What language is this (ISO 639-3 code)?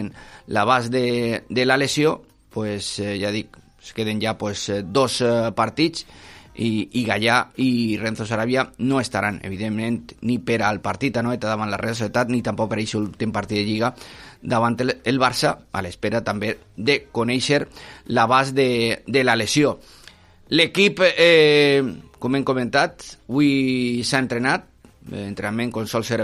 cat